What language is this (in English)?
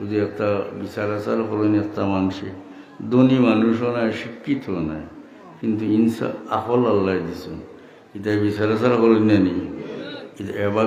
Sylheti